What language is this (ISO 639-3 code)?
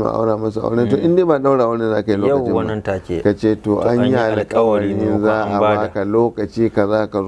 hau